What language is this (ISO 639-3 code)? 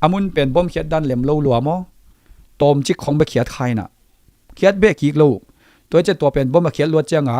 ctd